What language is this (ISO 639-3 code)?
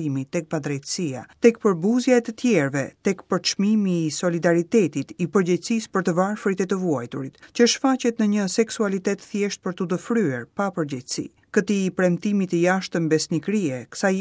sqi